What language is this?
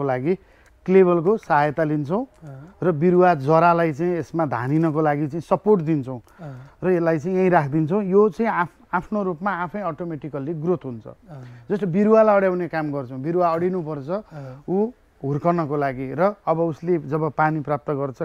Nepali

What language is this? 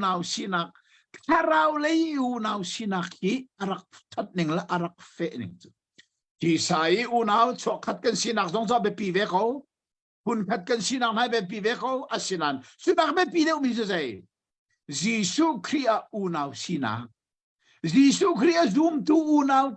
Hakha Chin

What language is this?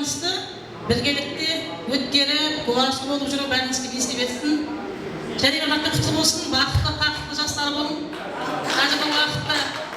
Kara-Kalpak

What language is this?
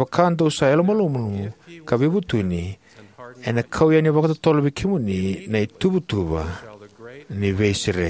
Fijian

